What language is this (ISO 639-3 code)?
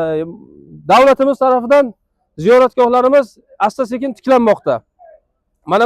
uzb